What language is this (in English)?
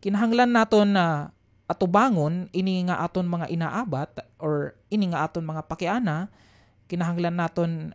Waray